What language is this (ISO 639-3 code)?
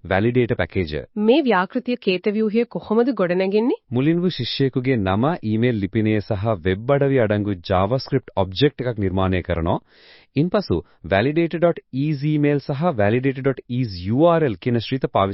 sin